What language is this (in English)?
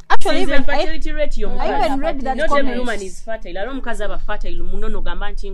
Nyoro